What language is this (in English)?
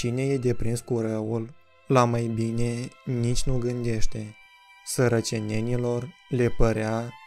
Romanian